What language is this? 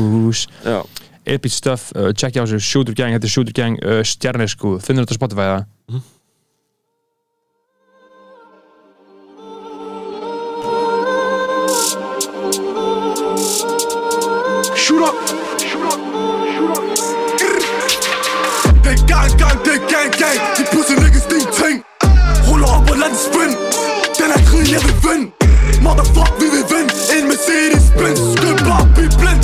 Icelandic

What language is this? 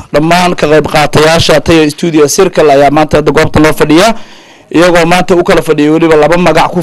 Somali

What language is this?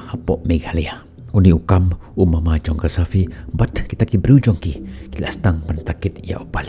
Khasi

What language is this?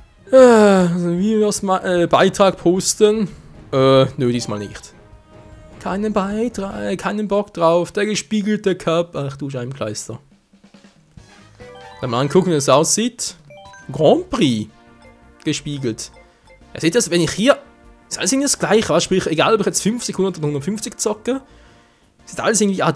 German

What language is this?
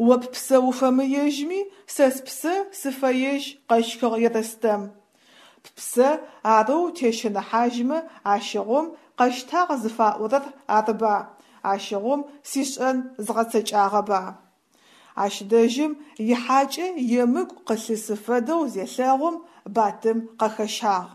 Adyghe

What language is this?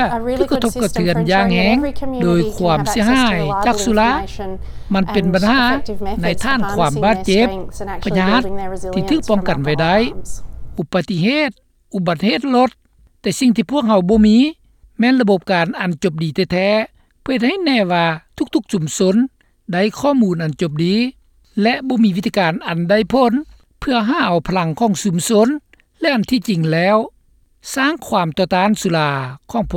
Lao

